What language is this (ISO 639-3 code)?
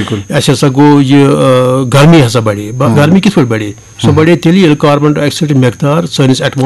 kas